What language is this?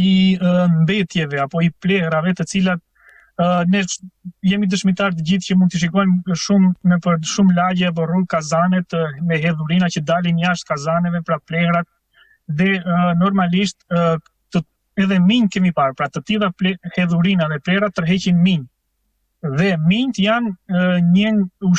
Albanian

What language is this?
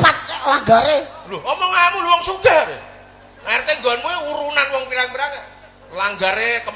Javanese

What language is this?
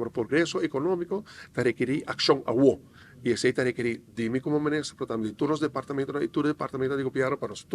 Papiamento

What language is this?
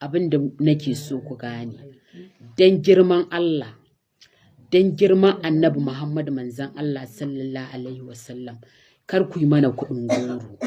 Hausa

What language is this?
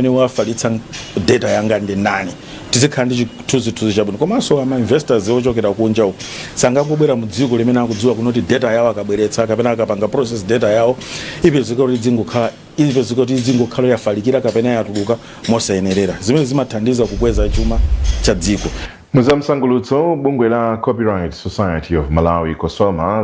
Nyanja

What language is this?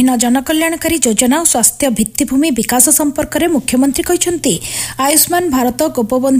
Odia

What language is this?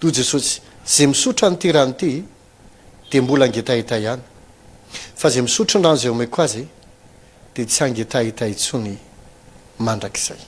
Malagasy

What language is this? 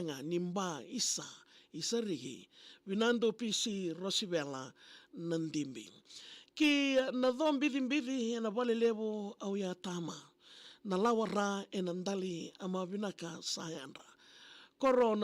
Fijian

